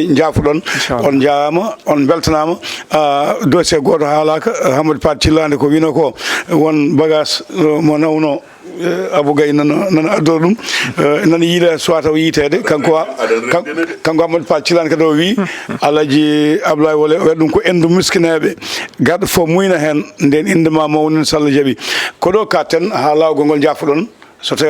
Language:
Fula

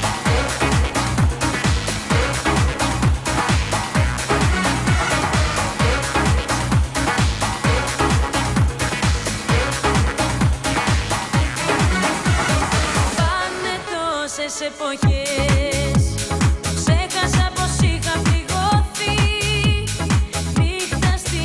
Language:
Greek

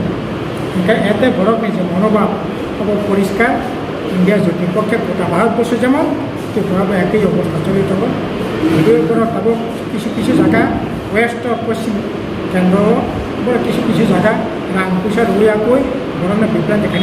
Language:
Riang (India)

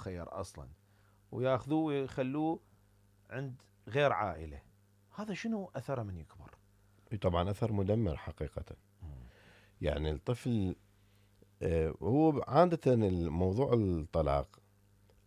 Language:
Mesopotamian Arabic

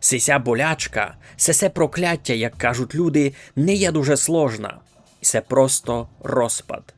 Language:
Rusyn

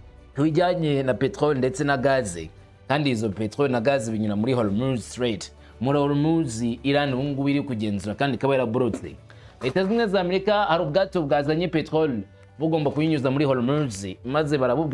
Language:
Kinyarwanda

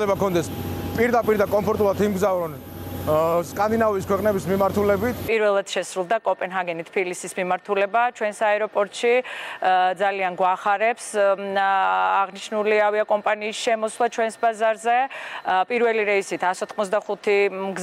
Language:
Georgian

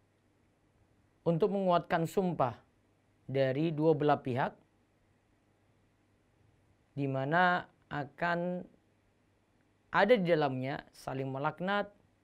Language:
Indonesian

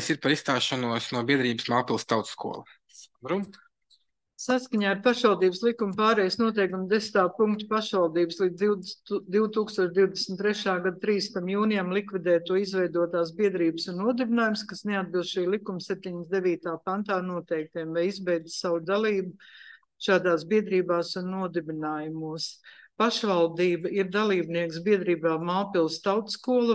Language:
Latvian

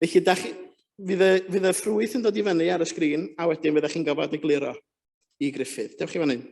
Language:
Welsh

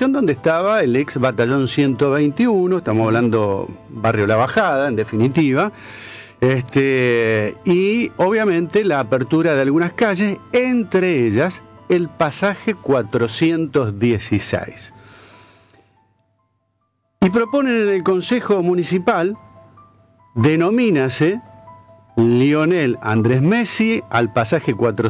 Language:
Spanish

